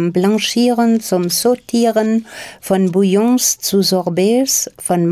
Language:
German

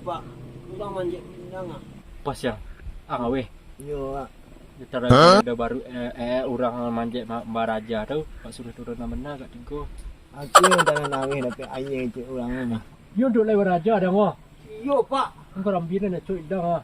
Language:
Minangkabau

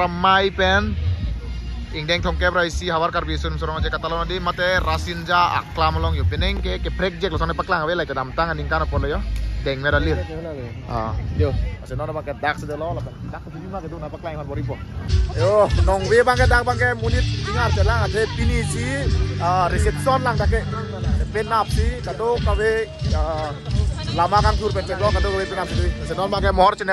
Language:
Karbi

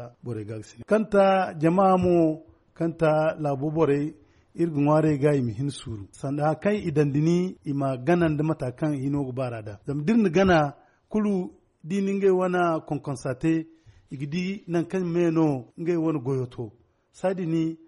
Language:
Zarma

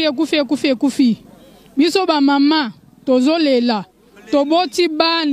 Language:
Lingala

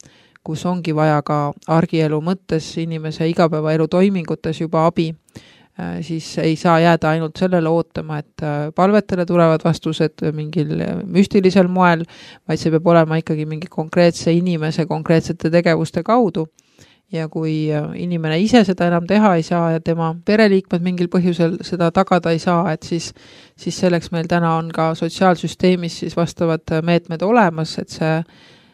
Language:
Estonian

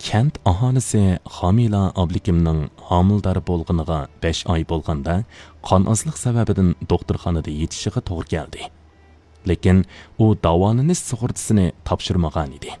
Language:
Uyghur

